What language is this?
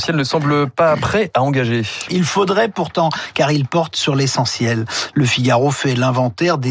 French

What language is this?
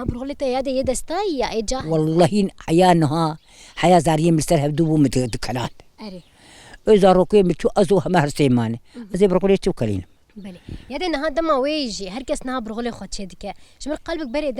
Kurdish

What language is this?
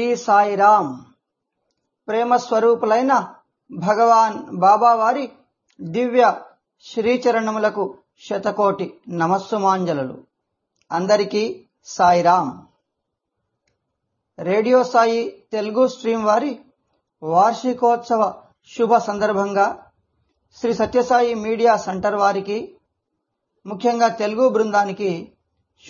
Telugu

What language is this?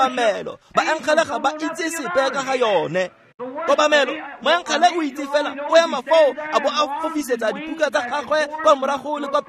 Tswana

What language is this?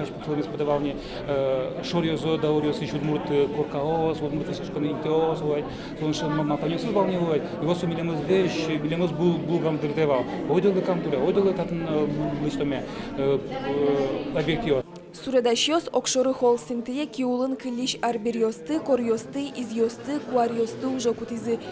Udmurt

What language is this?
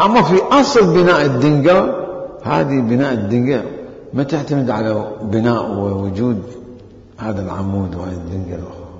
Mesopotamian Arabic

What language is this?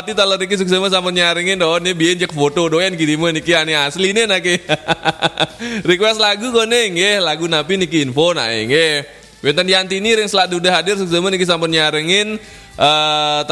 Balinese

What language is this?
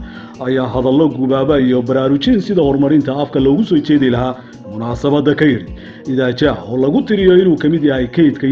Somali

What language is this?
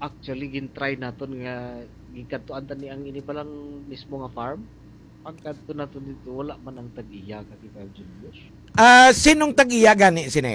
Hiligaynon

